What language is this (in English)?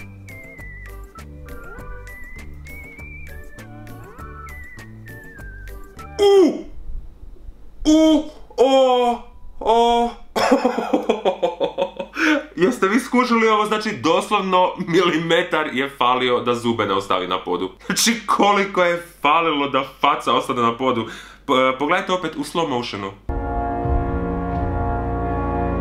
Croatian